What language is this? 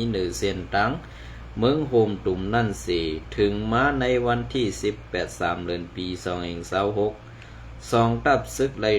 Shan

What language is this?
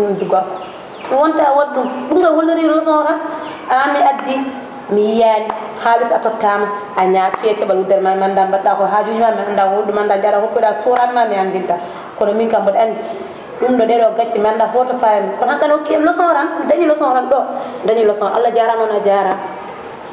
Fula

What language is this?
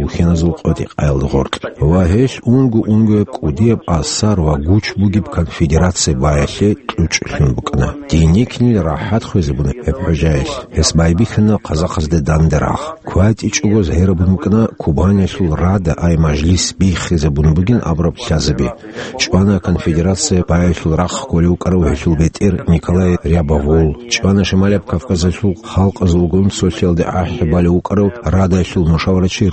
Avaric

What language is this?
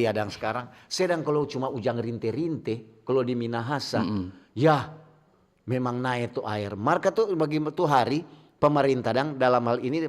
Manado Malay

